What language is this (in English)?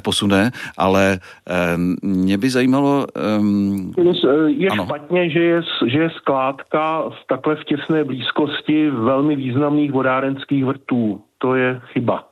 Czech